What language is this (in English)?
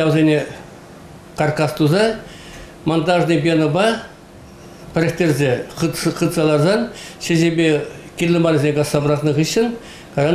Chuvash